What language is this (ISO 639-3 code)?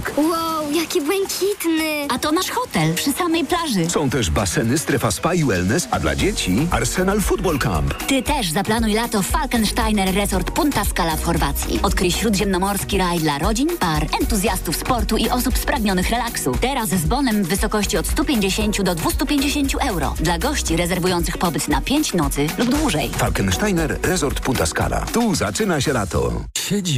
pol